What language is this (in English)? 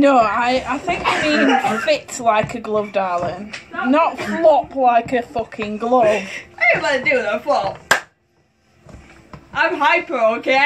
English